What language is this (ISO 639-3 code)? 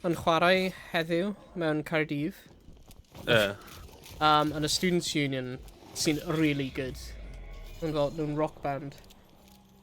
cym